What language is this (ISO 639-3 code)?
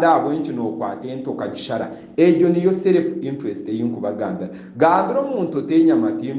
nyn